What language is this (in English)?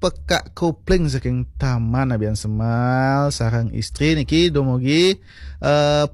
Balinese